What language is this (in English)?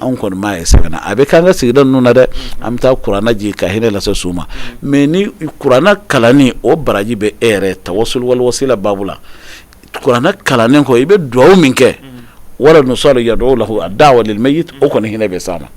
Bambara